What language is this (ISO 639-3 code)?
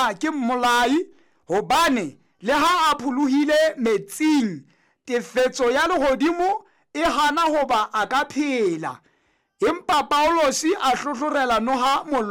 sot